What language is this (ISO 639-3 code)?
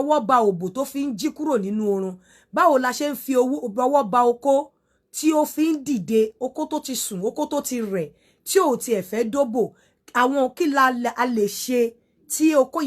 yor